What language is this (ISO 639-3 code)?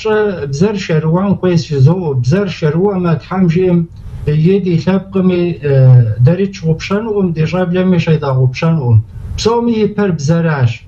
kbd